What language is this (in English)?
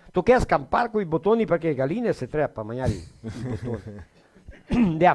Venetian